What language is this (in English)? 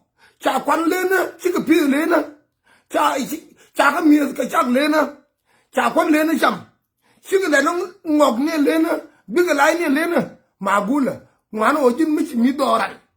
Nuer